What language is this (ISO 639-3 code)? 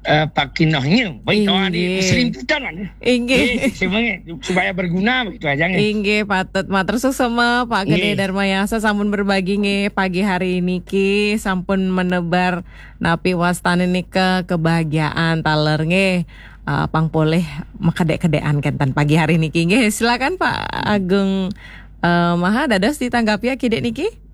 ban